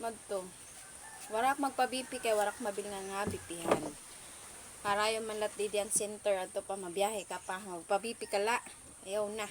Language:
Waray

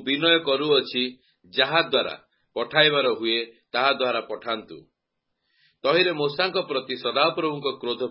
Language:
Odia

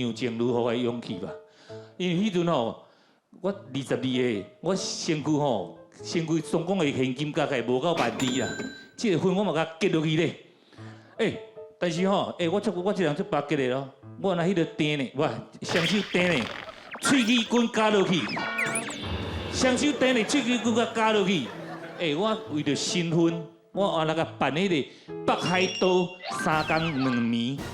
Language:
Min Nan Chinese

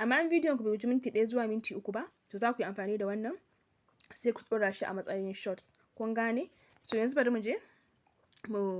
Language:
Hausa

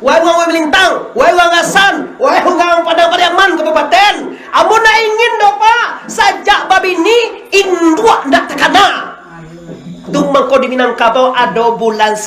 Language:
Minangkabau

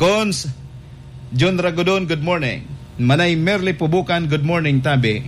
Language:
Bikol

